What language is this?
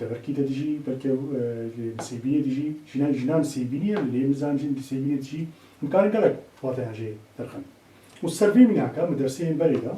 Kurdish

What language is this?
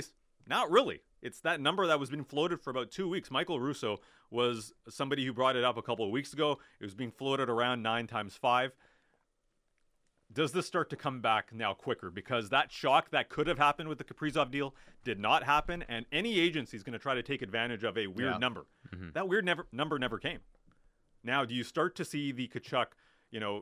English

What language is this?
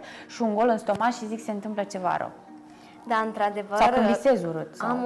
Romanian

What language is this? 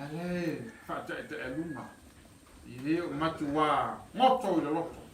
Samoan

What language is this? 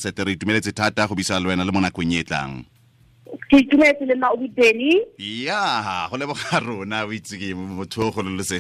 Tswana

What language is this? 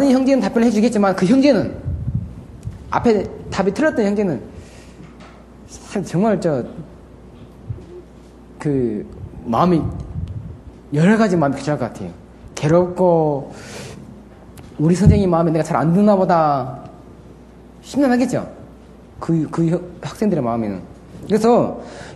Korean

